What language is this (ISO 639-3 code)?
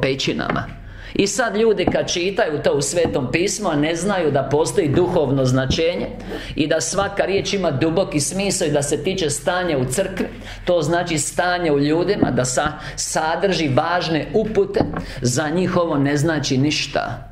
hrv